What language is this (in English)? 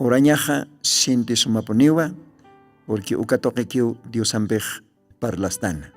Aymara